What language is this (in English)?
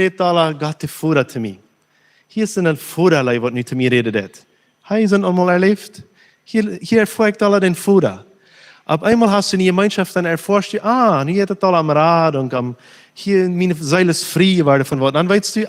Plautdietsch